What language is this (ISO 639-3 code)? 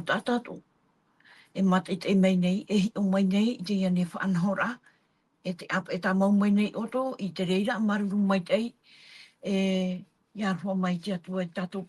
tah